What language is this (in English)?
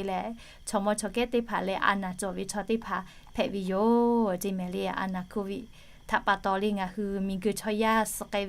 Lahu